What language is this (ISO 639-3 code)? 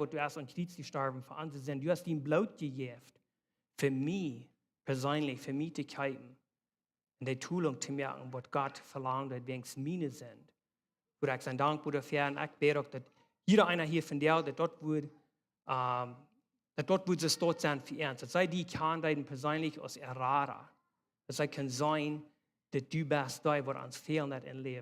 pdt